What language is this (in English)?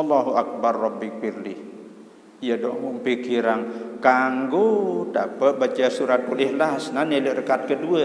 Sasak